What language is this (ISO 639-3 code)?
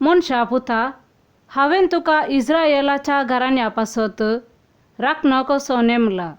kok